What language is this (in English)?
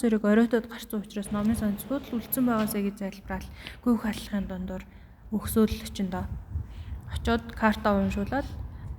Mongolian